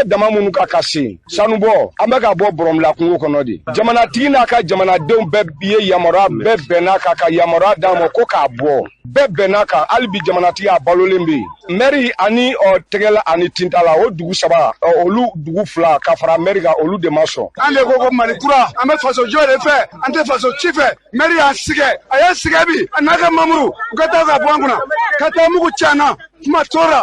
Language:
Bambara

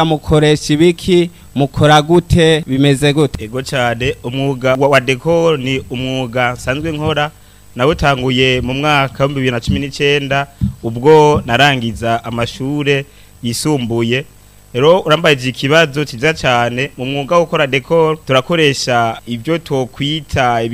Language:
Rundi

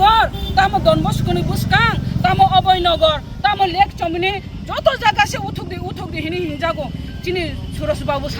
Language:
Kok Borok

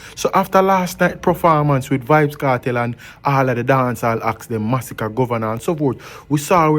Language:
Jamaican Creole English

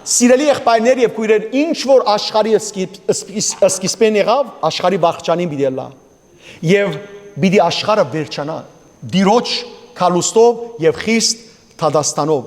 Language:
Western Armenian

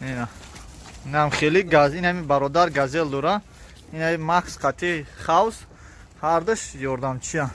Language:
Tajik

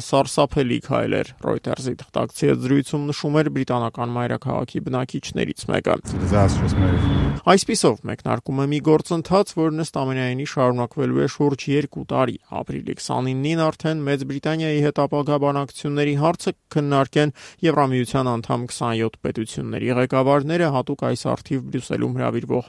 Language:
Armenian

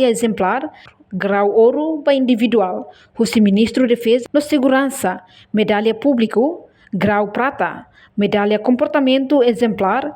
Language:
Tetum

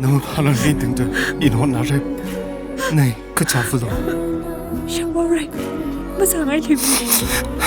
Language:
Tangkhul Naga (India)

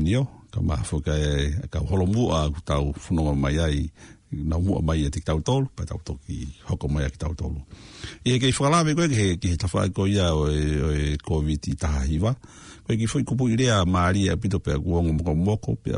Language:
Tongan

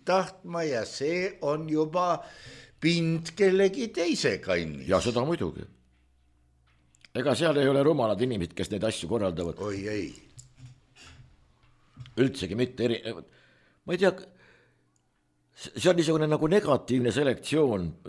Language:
Estonian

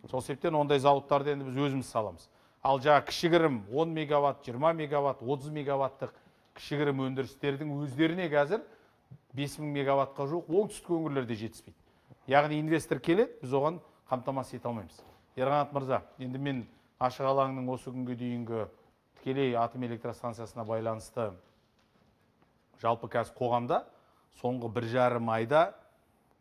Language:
Kazakh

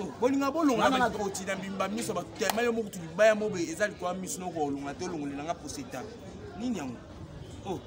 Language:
Lingala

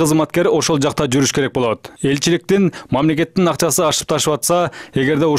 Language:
Kyrgyz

